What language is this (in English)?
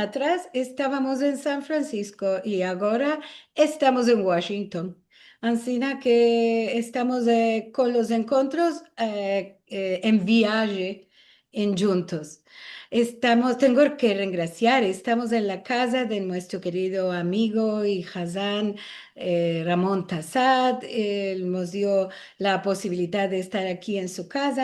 Ladino